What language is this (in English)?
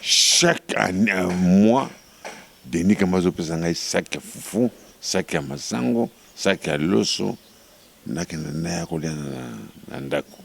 Lingala